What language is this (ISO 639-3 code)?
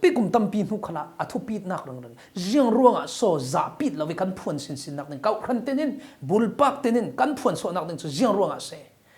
cfm